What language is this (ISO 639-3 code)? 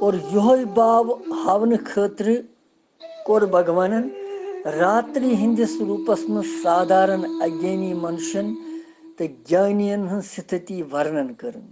kas